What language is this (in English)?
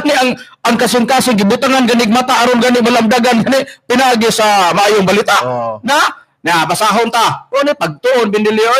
Cebuano